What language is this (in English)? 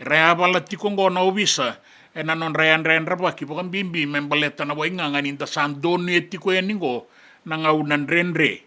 Fijian